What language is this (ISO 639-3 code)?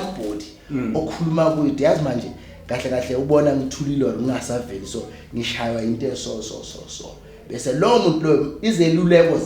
zul